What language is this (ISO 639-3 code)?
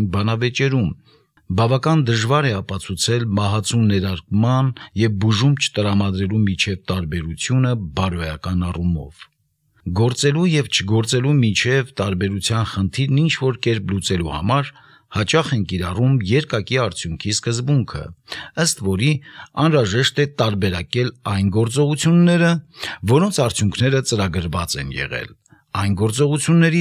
hye